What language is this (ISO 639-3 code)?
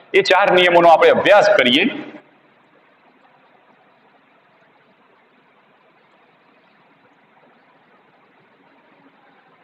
guj